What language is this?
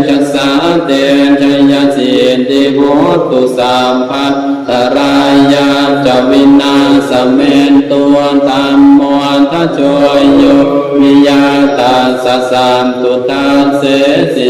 Pali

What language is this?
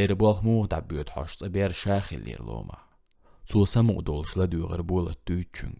Chechen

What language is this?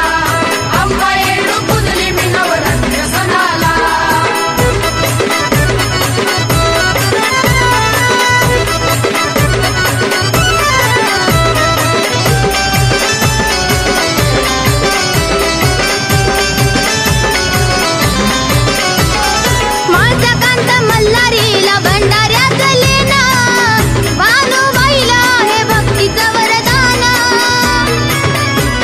Marathi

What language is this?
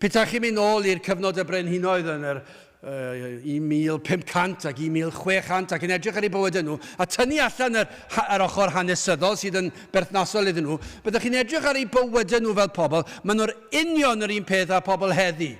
Welsh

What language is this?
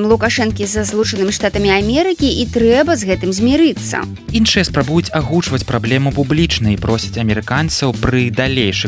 Belarusian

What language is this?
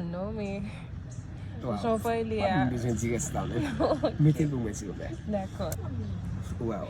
Haitian Creole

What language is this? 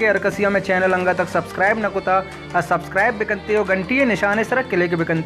Baluchi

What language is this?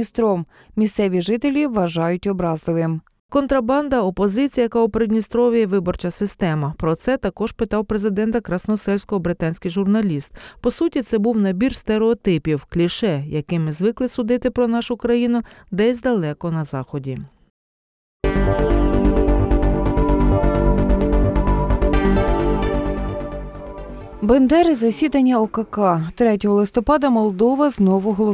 Ukrainian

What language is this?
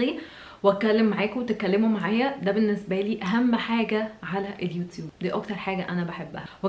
Egyptian Arabic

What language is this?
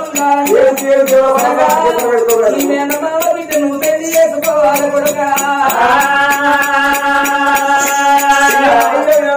Telugu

